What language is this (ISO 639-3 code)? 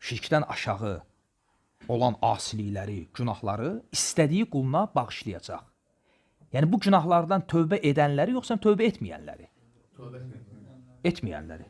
aze